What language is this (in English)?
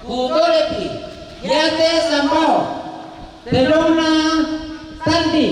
Toraja-Sa'dan